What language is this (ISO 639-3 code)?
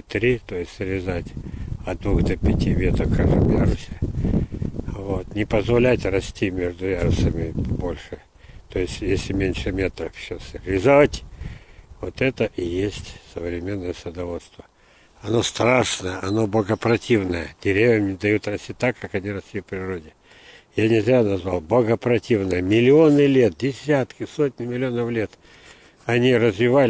rus